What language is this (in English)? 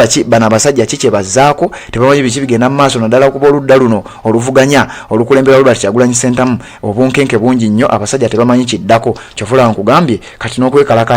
Ganda